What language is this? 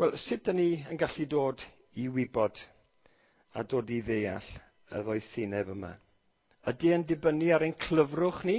Welsh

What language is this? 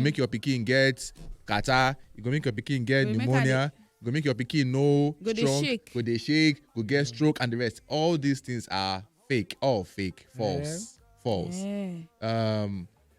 Nigerian Pidgin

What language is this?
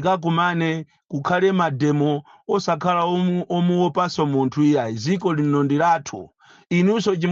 Nyanja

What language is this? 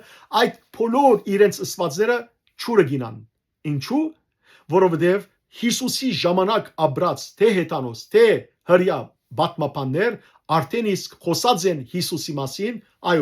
Western Armenian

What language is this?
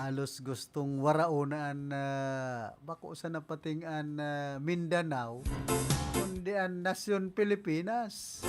Bikol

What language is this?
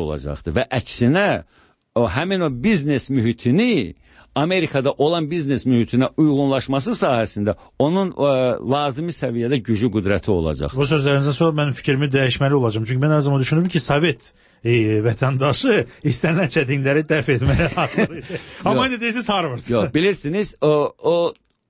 Azerbaijani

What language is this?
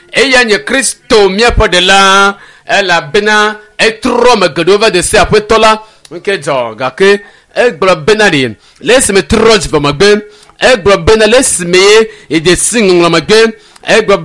Ewe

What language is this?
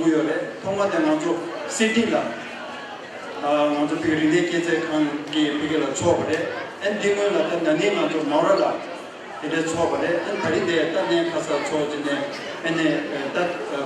Tibetan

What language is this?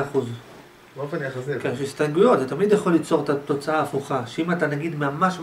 Hebrew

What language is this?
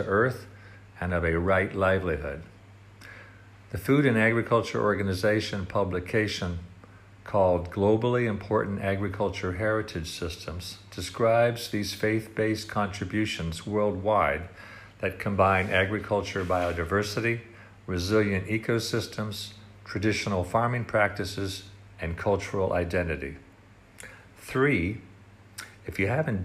English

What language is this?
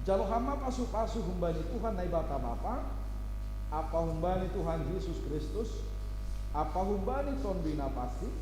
Batak Simalungun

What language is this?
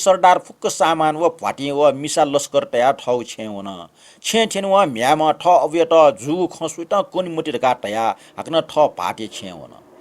Newari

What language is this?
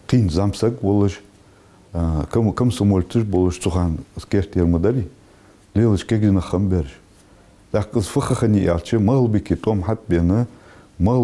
Ingush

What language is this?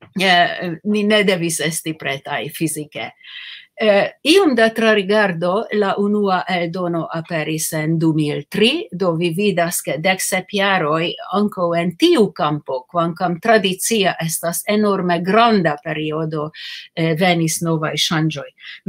Esperanto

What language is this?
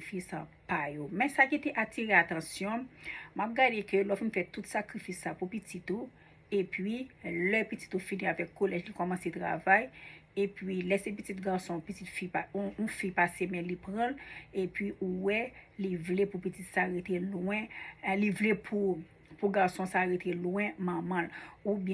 Haitian Creole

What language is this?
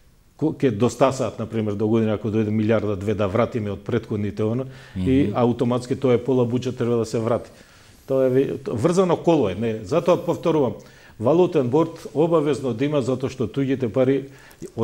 Macedonian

